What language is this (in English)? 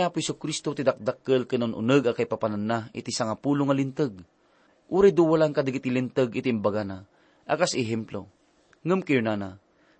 Iloko